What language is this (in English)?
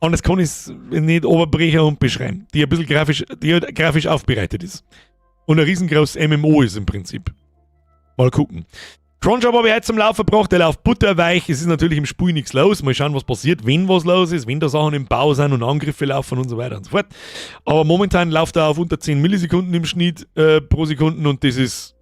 Bavarian